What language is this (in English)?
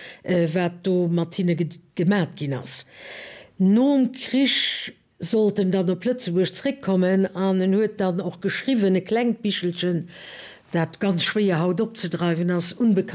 Luxembourgish